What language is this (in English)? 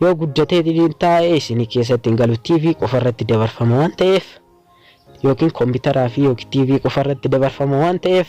Oromo